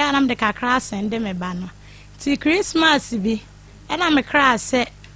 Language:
Akan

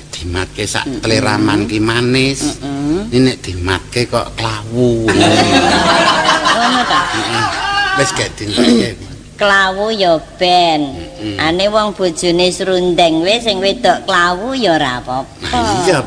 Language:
Javanese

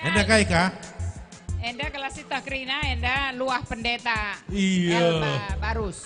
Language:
Batak Karo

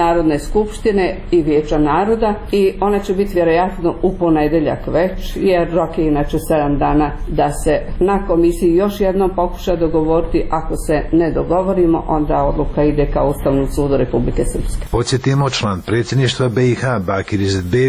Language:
Bosnian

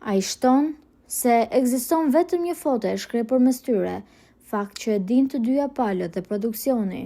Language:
Albanian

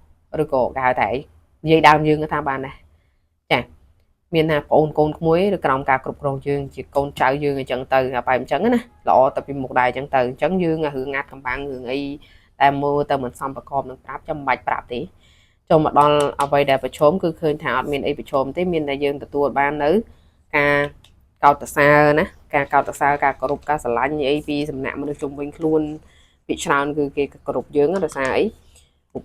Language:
Khmer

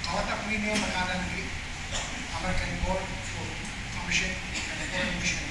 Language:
Pohnpeian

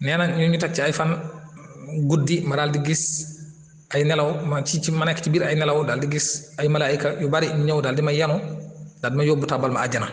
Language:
Wolof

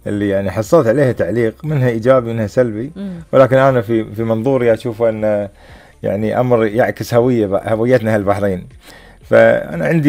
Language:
Gulf Arabic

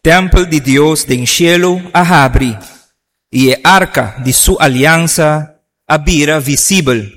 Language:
Papiamento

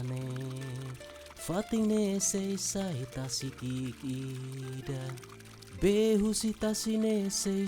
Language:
Tetum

